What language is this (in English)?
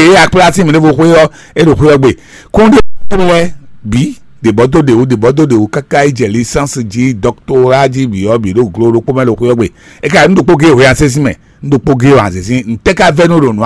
Fon